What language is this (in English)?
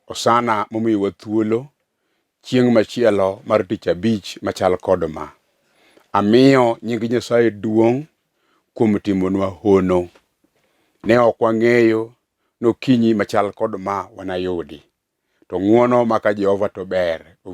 Luo (Kenya and Tanzania)